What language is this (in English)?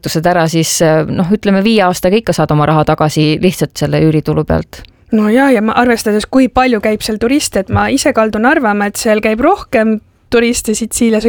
Estonian